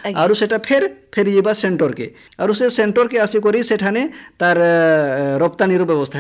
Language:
Odia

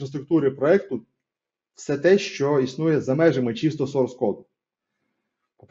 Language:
Ukrainian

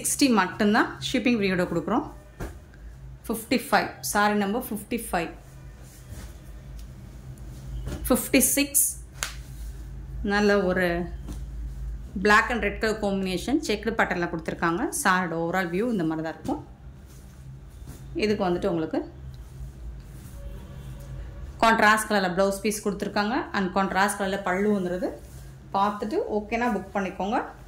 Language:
Tamil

